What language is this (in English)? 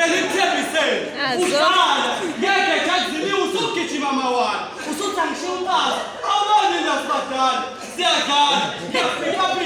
Zulu